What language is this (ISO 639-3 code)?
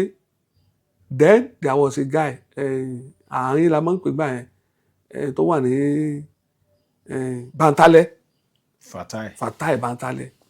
yor